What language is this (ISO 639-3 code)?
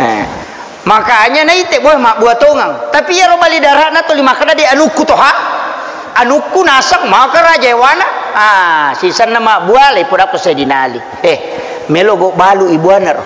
bug